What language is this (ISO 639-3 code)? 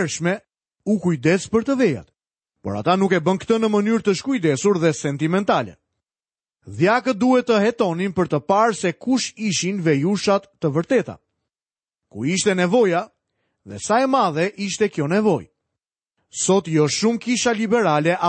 sqi